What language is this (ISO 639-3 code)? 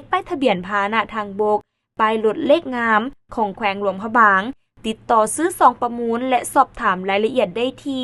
lao